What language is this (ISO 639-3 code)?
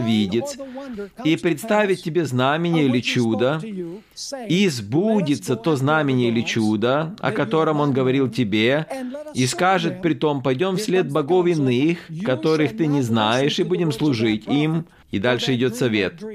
rus